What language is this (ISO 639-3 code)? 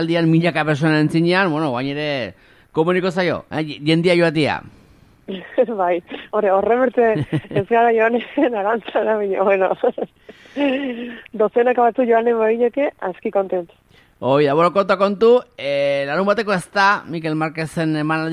eus